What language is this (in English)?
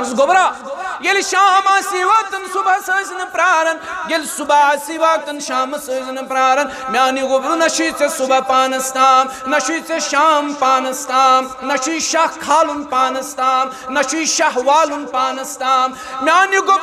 Kashmiri